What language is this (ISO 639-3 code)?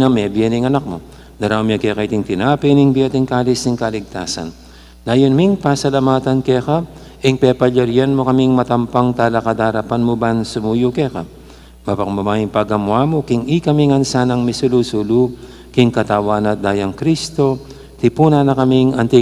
pam